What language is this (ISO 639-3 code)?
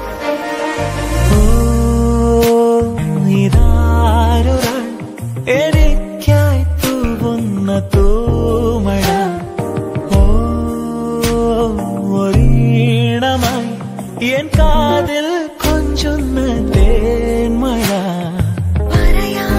mal